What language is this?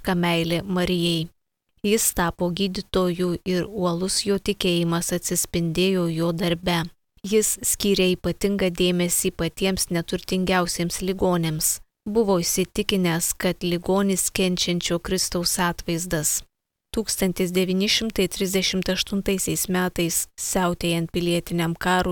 Lithuanian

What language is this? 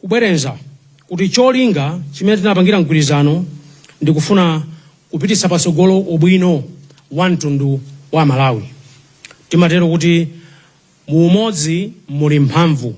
Nyanja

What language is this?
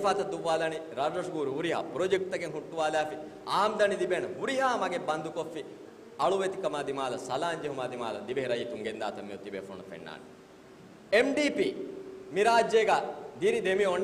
Divehi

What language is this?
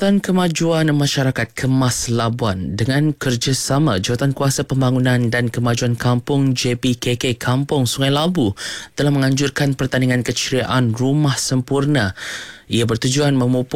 Malay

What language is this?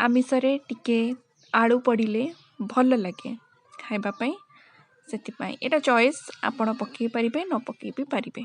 Odia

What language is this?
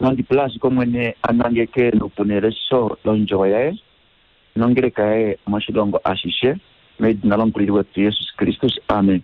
Kuanyama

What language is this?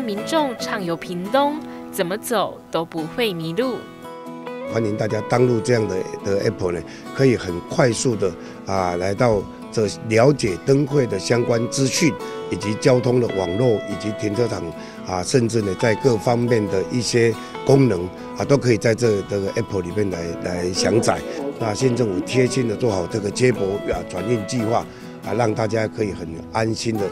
Chinese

